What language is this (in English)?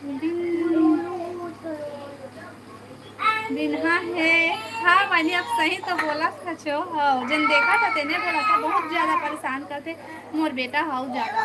Chhattisgarhi